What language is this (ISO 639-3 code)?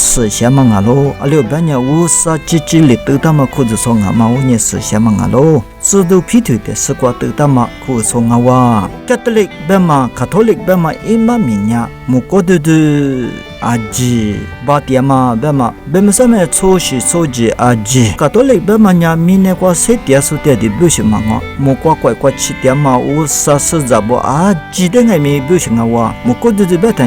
lis